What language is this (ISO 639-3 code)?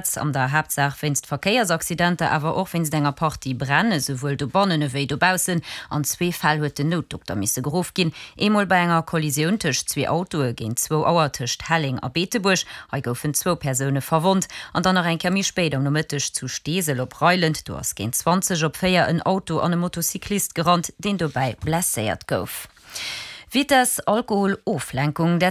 ltz